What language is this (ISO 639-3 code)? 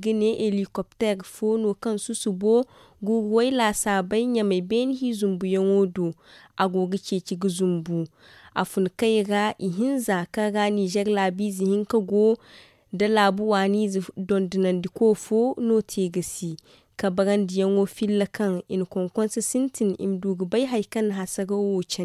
dje